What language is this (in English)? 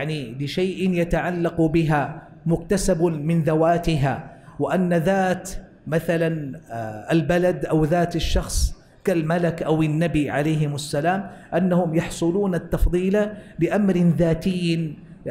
Arabic